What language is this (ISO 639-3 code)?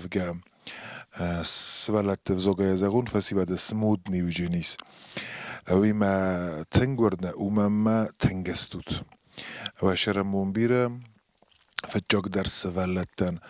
oss